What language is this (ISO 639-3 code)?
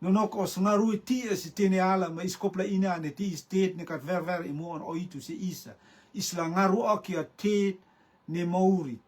rtm